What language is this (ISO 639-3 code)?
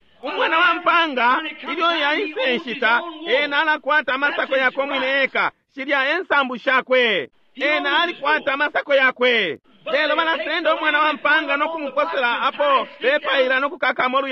bem